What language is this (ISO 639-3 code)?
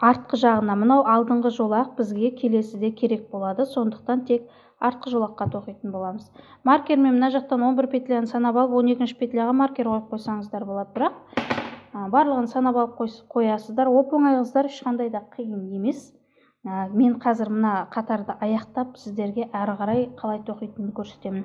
kaz